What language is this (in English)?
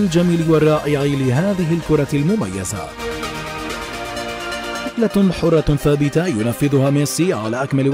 Arabic